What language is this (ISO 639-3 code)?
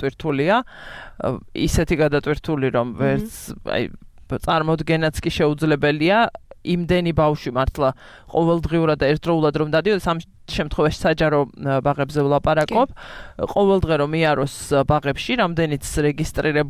kat